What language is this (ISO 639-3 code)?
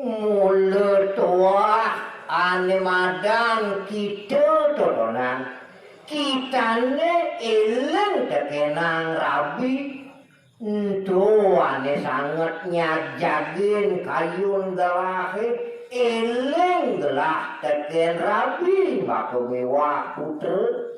ban